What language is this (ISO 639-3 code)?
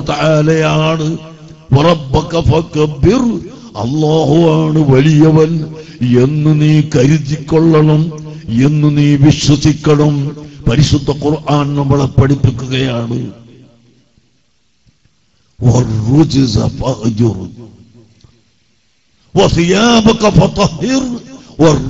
mal